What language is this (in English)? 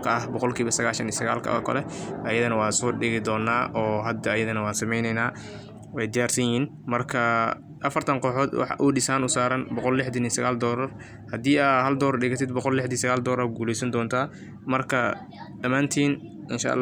Somali